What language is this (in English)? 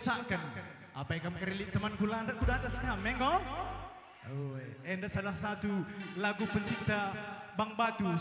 Batak Karo